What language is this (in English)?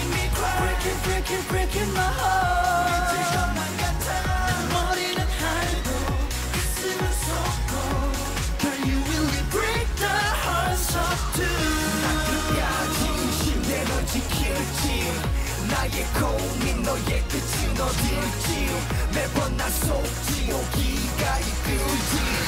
Korean